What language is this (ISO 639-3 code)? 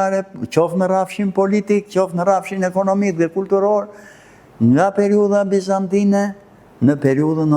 sqi